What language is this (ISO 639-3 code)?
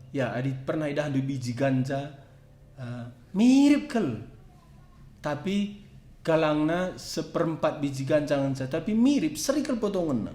btx